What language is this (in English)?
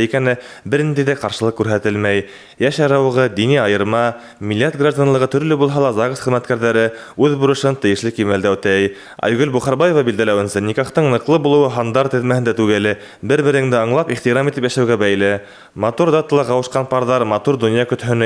Bashkir